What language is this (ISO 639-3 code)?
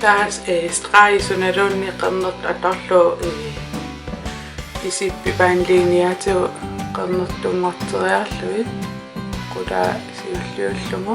kal